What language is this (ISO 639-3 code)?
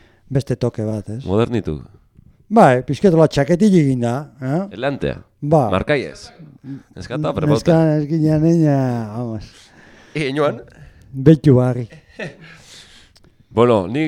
eus